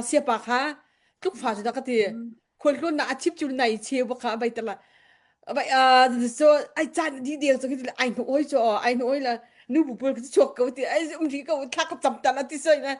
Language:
Hakha Chin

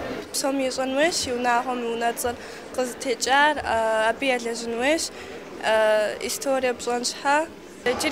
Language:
Kabardian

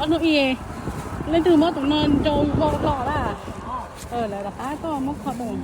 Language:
Hmong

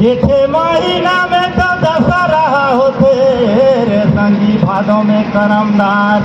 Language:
Surgujia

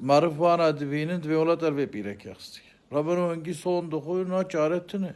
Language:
Kurdish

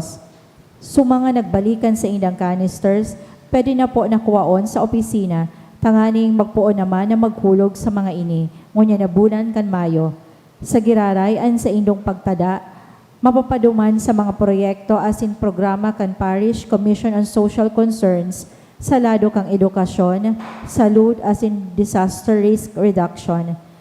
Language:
Bikol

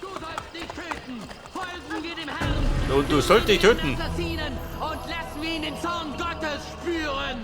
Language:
Bavarian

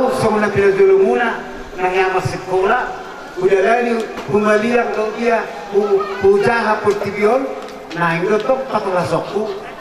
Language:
Batak Toba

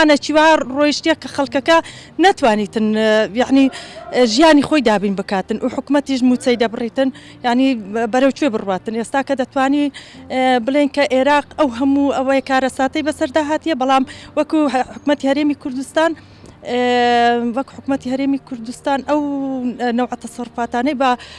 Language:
Central Kurdish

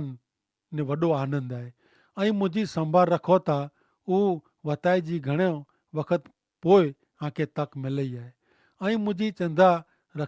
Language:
Kachhi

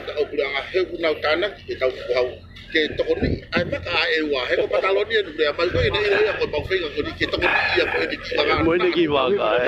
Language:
Tongan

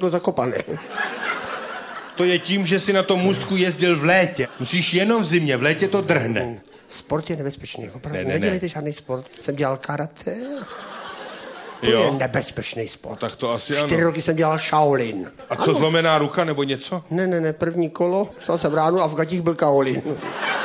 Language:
Czech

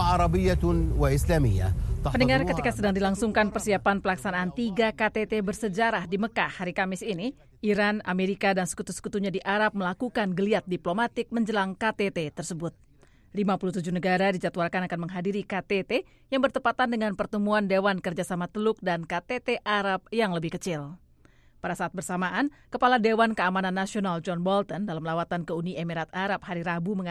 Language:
Indonesian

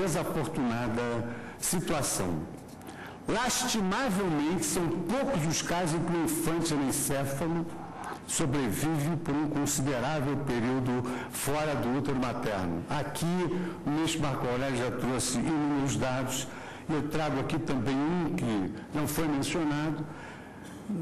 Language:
Portuguese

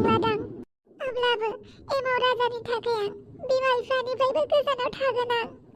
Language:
Bodo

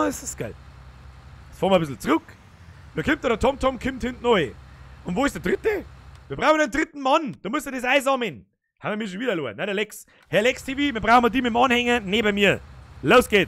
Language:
Bavarian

